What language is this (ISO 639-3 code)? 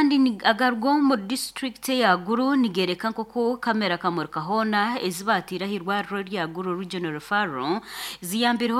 nyn